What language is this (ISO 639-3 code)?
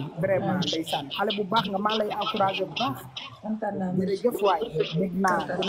wol